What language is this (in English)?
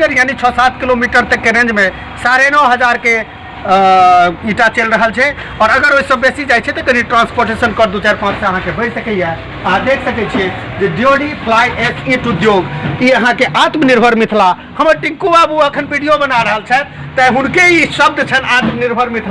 Maithili